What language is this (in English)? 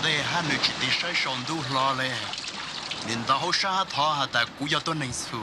Hmong